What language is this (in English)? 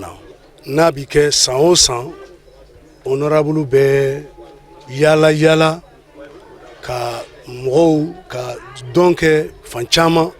Bambara